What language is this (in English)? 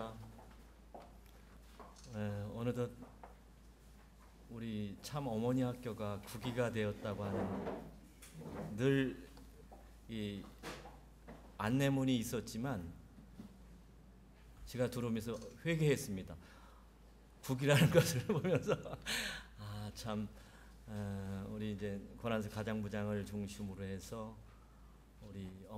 Korean